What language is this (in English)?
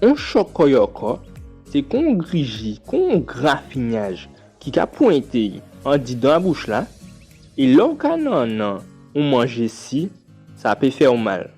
Guadeloupean Creole French